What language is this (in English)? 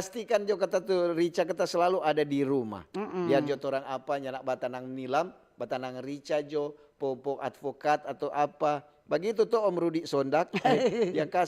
Manado Malay